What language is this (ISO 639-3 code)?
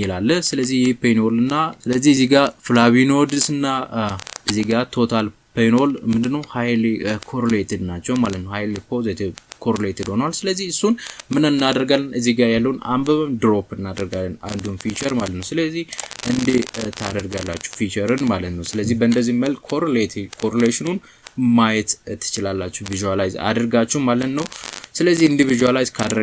amh